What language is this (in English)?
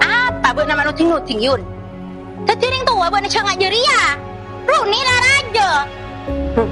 Madurese